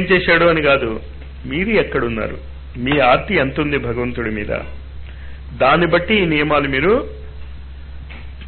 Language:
Telugu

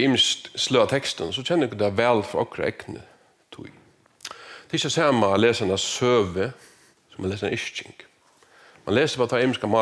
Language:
Faroese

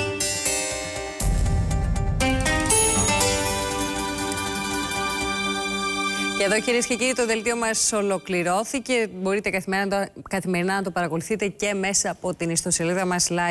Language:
Greek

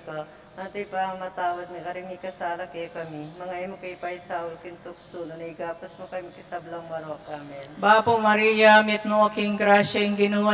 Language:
Pampanga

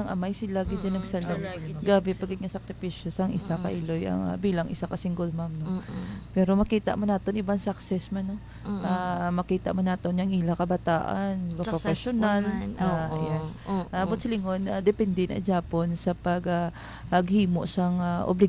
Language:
Hiligaynon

